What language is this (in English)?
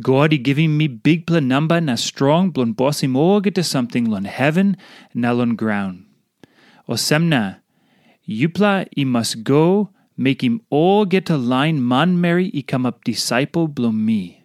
Tok Pisin